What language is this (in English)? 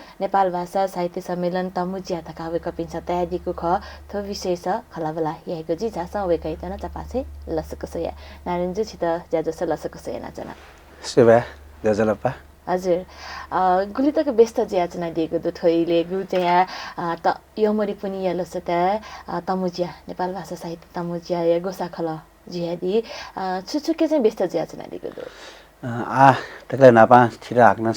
Newari